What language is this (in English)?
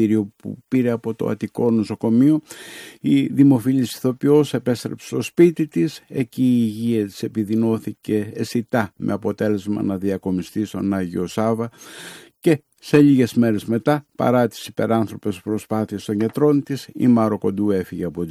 Greek